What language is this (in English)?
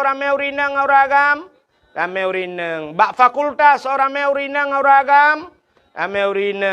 Achinese